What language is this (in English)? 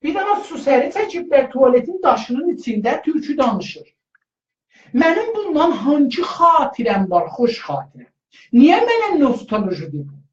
South Azerbaijani